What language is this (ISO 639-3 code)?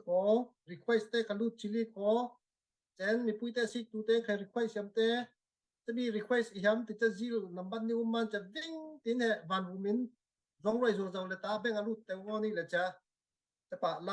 cfm